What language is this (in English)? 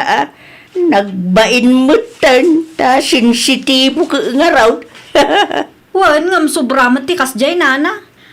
Iloko